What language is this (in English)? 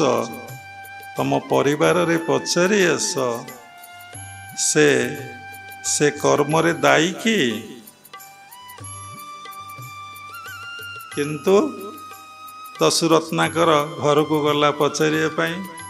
Odia